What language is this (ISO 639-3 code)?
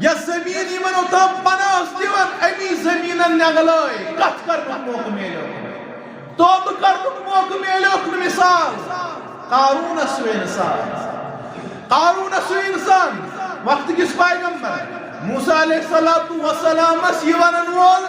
kas